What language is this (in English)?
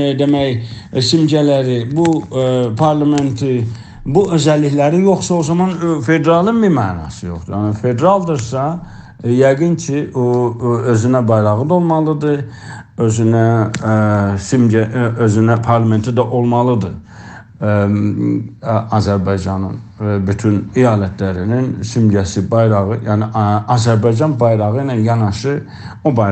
South Azerbaijani